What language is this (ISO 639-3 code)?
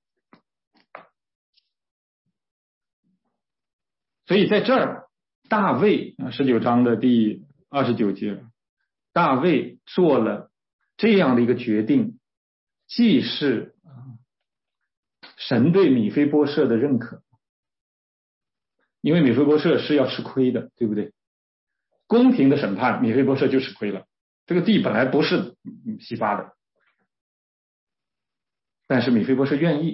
zho